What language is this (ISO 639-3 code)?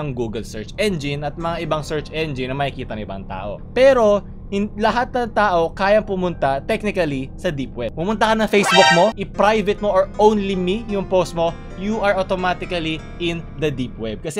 fil